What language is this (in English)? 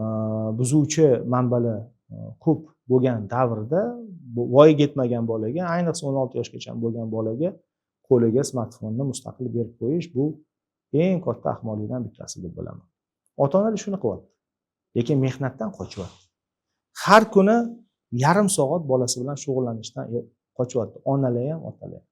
Uzbek